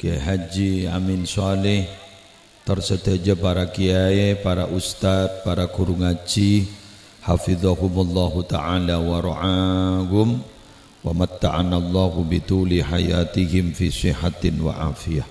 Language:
Madurese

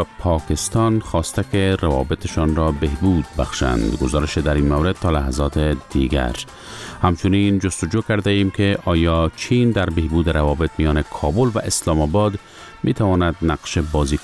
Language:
Persian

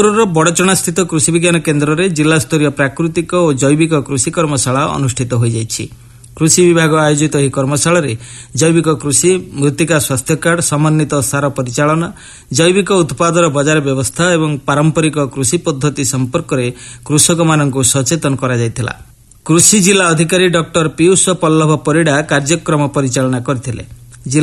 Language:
Odia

